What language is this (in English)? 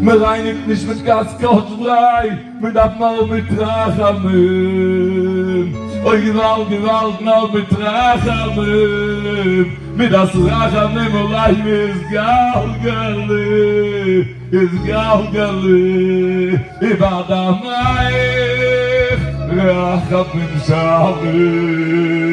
Yiddish